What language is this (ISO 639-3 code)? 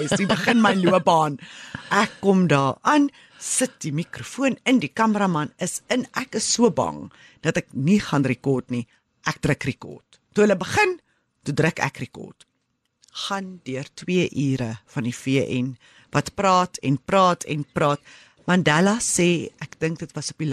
afr